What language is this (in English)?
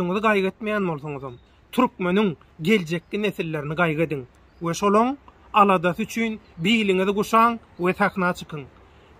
Turkmen